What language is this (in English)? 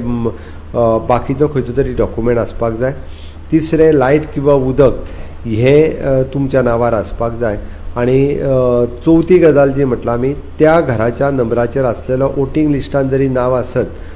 Konkani